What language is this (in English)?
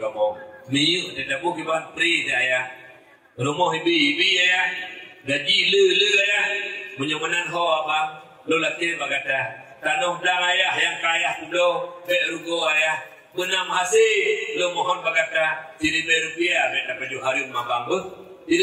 Achinese